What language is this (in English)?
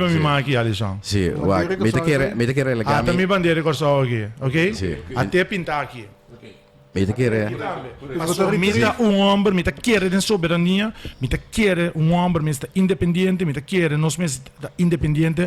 Papiamento